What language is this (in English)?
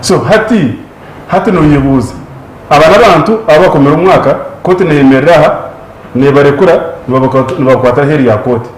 Nyankole